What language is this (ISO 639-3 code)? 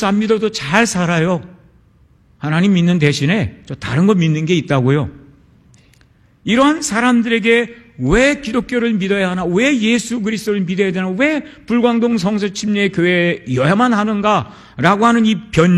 kor